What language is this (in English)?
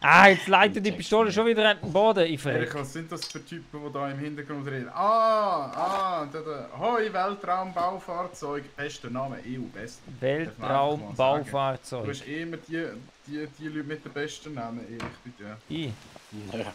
Swiss German